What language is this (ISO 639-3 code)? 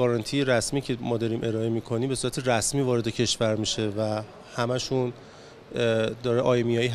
fas